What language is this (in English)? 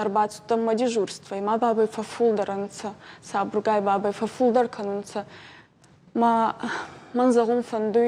Ossetic